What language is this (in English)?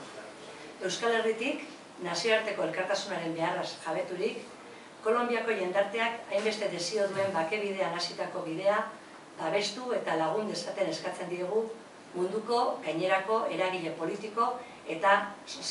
Basque